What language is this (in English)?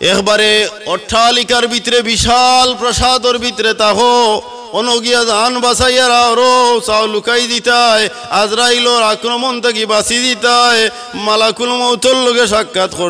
Sylheti